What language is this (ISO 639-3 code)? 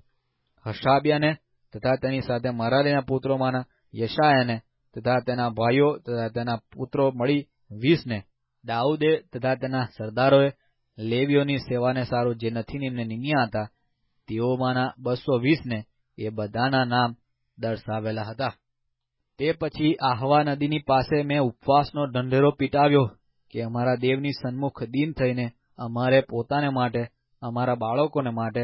guj